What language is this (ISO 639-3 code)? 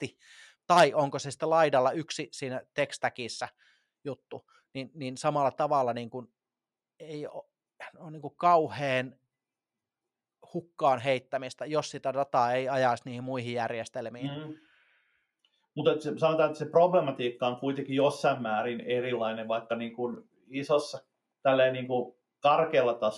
fin